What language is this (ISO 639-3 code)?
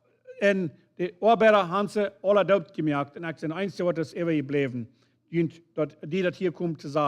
pdt